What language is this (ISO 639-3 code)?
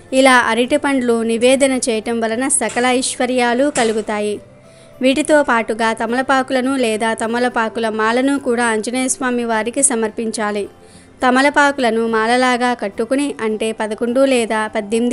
tel